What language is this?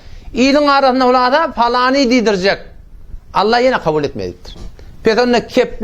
Turkmen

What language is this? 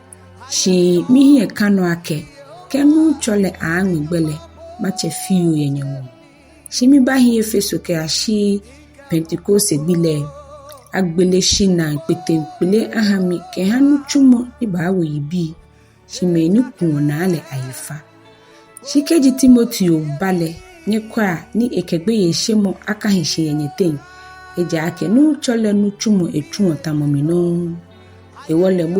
Ga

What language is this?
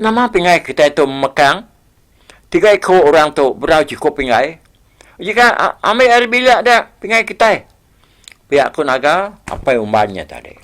Iban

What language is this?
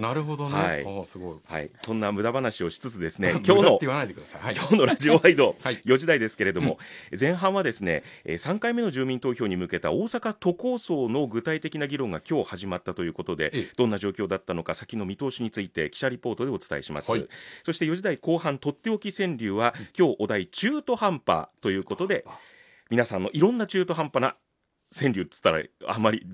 Japanese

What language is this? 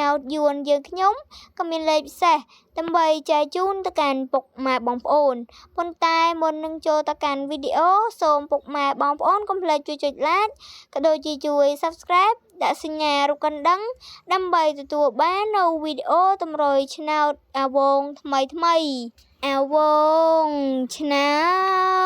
Khmer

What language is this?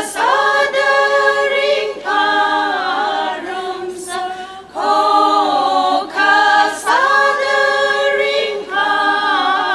Tangkhul Naga (India)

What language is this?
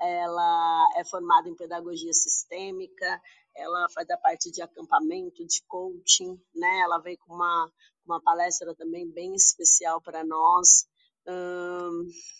Portuguese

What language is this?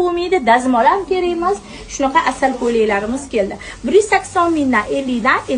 Uzbek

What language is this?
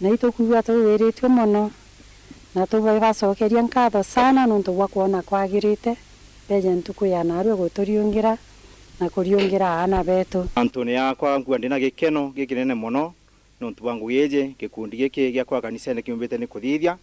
Meru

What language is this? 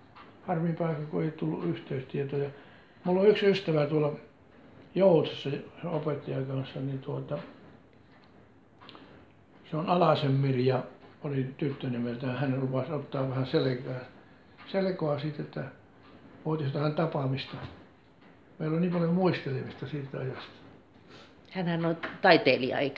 Finnish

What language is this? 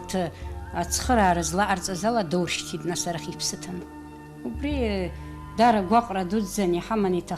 Abkhazian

